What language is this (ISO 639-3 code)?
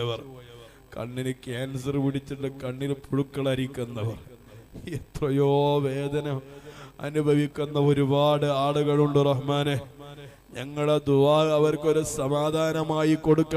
mal